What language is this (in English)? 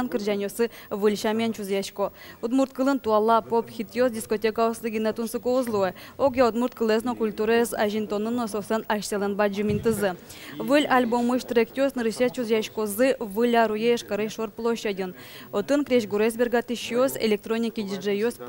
Udmurt